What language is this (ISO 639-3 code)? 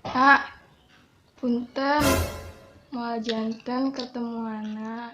sun